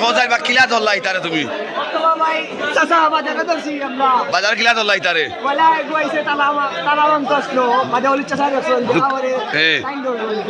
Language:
Sylheti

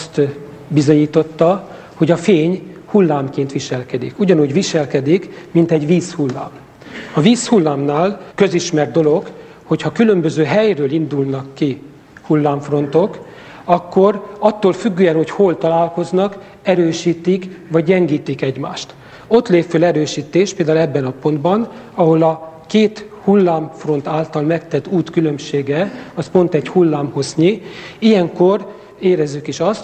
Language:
Hungarian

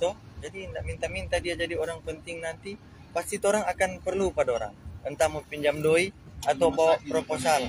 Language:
Manado Malay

